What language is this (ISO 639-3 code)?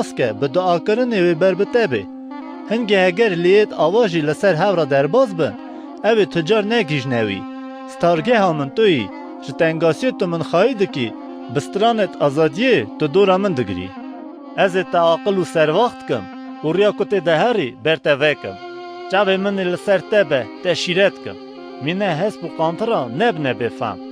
kur